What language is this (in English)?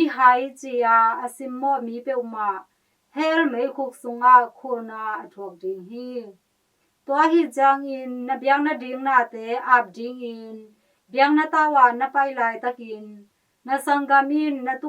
Tedim Chin